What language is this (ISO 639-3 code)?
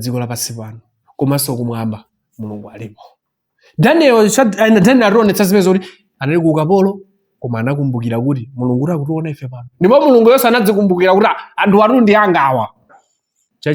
nya